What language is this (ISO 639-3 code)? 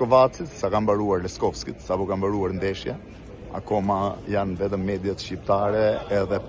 sqi